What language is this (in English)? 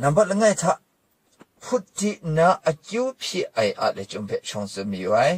Kachin